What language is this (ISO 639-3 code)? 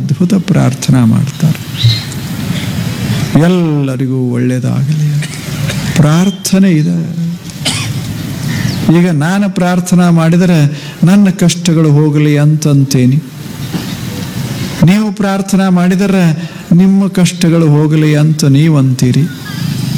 kan